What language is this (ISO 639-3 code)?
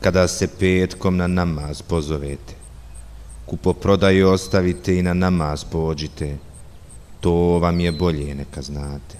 bos